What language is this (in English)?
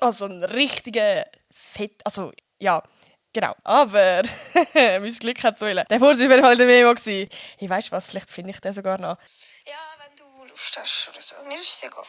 Swiss German